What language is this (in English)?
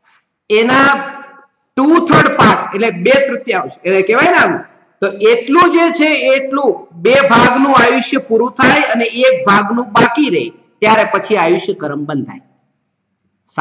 Gujarati